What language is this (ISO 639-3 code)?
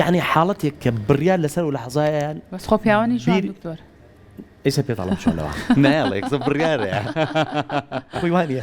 ckb